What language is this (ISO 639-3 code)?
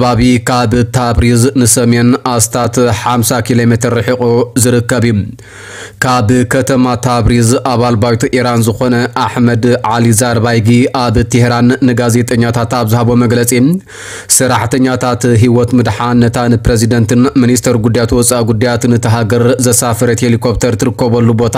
tir